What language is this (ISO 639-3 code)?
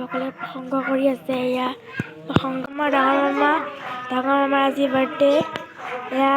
asm